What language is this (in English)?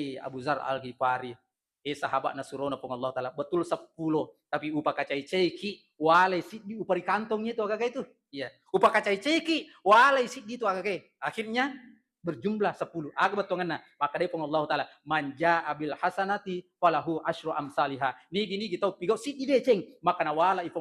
Buginese